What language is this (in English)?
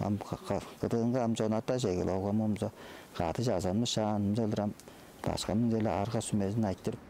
Tuvinian